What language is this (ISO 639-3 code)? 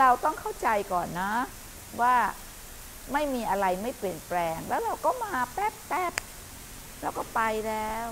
tha